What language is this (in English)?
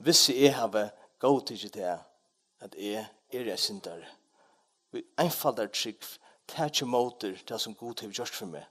Faroese